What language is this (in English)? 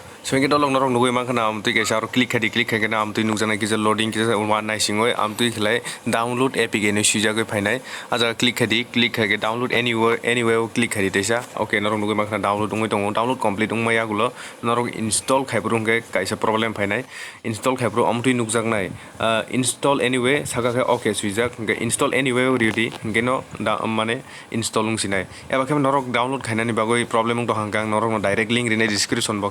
Kok Borok